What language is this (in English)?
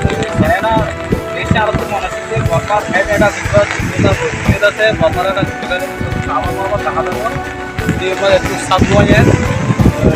Rohingya